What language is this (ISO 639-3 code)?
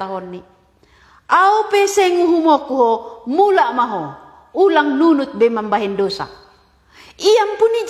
bts